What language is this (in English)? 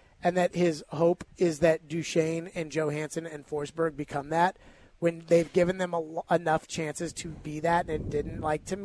English